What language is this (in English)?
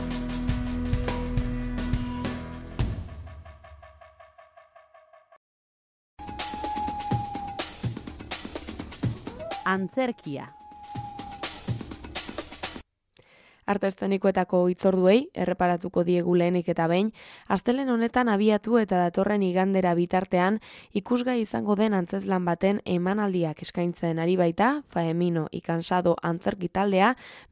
Basque